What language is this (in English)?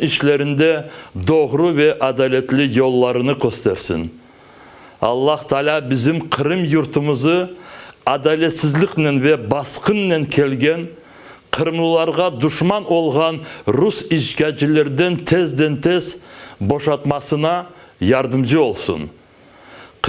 Crimean Tatar